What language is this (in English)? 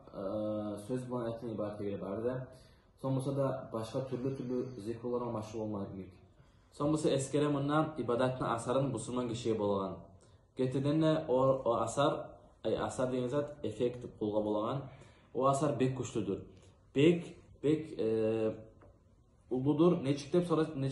Kumyk